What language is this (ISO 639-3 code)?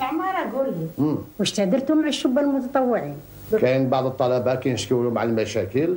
arq